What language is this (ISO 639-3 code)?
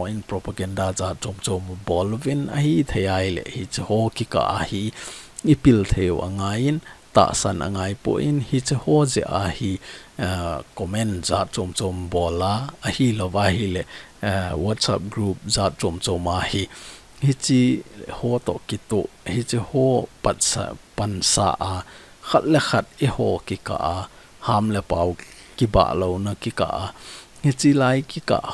tcz